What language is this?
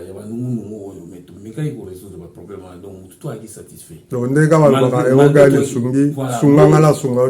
Lingala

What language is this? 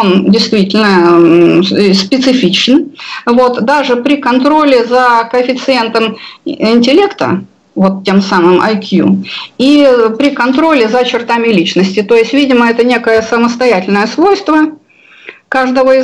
Russian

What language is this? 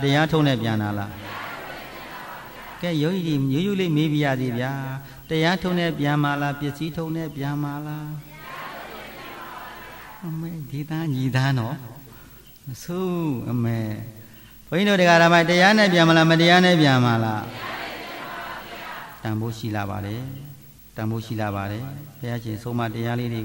Burmese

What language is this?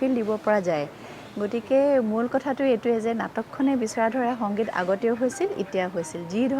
Assamese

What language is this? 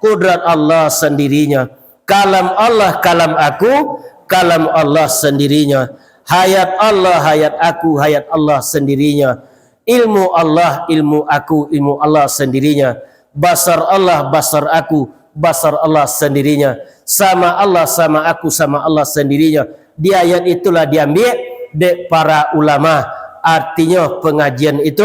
Minangkabau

